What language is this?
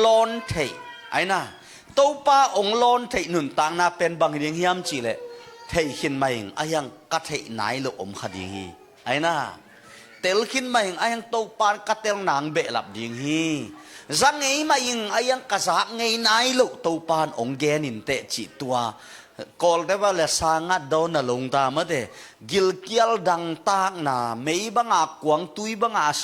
Tedim Chin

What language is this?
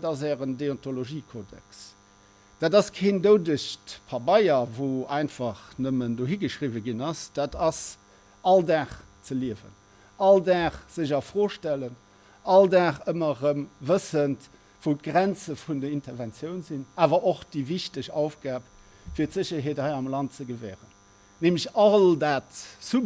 Luxembourgish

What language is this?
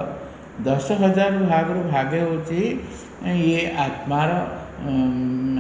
Odia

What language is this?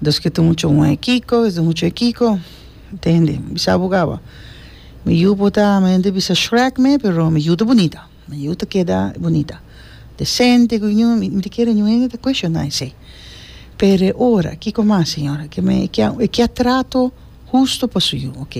Papiamento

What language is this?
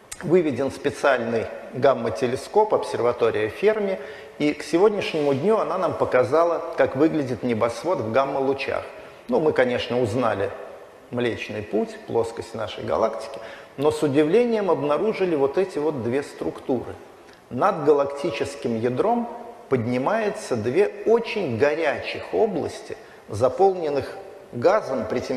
Russian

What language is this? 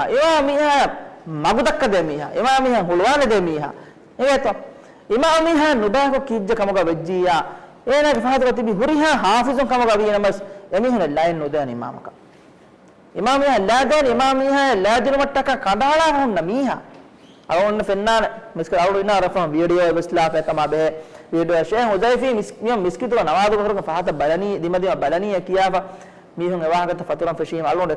Divehi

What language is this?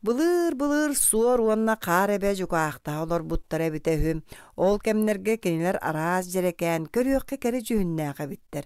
Yakut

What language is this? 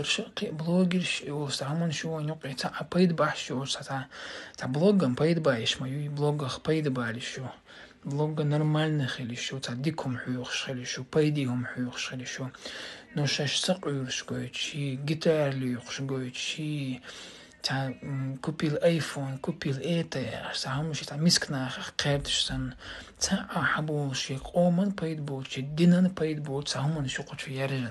Chechen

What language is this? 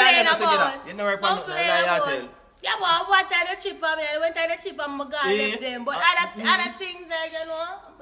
Jamaican Creole English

